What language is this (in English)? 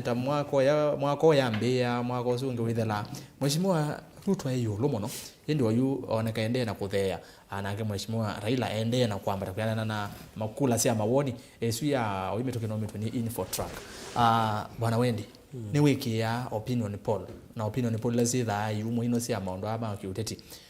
Kamba